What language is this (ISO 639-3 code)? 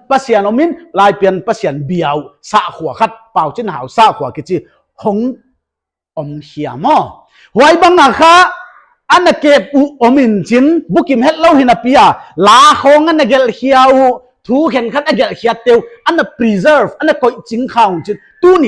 pck